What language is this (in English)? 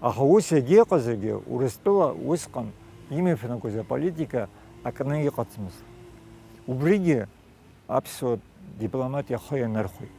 Abkhazian